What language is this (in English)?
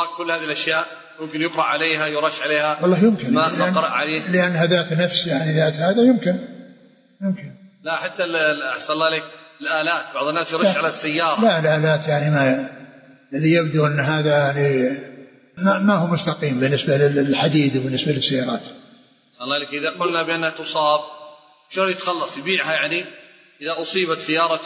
Arabic